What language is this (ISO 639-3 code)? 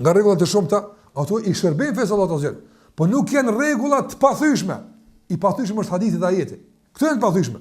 sqi